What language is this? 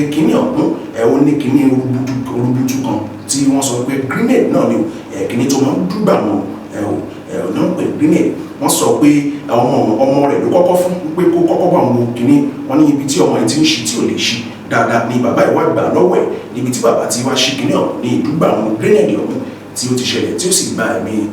Yoruba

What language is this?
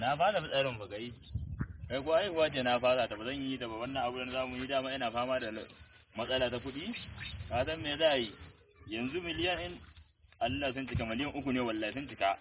Hausa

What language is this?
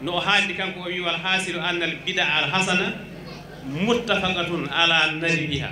Fula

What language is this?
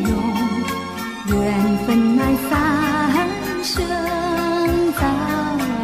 Thai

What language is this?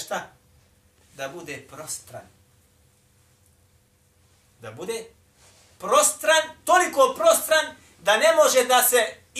Bosnian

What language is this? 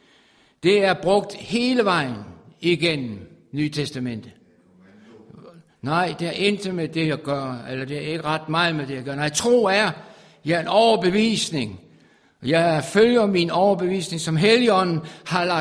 Danish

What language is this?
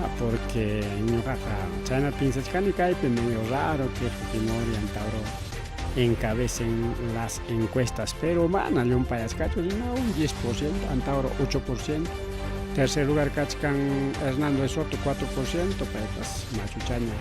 Ayacucho Quechua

